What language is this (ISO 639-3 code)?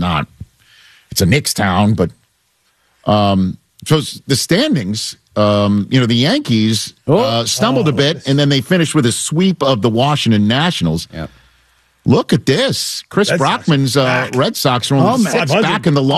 eng